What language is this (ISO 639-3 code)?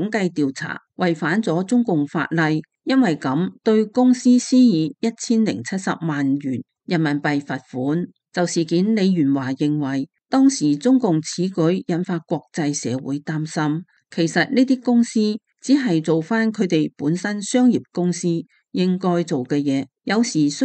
yue